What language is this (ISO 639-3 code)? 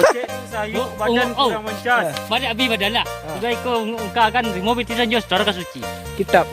min